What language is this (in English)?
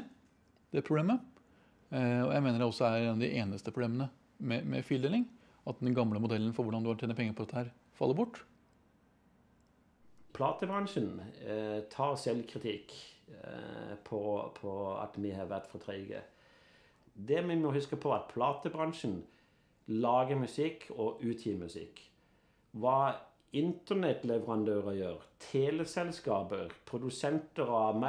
Norwegian